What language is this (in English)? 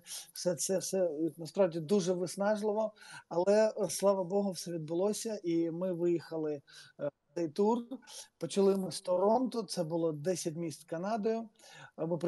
Ukrainian